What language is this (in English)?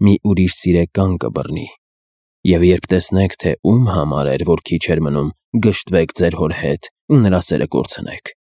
Armenian